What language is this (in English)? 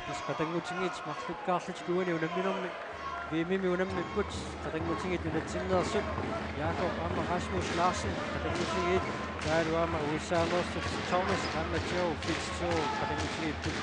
Kalaallisut